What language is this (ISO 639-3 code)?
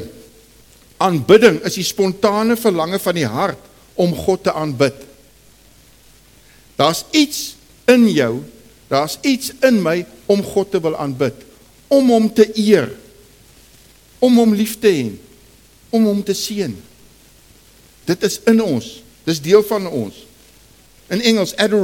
afr